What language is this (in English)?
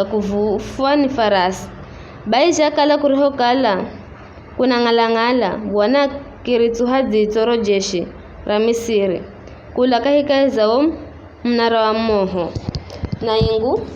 Giryama